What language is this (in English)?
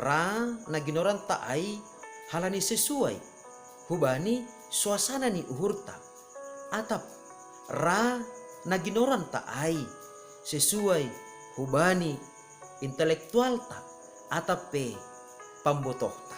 Batak Simalungun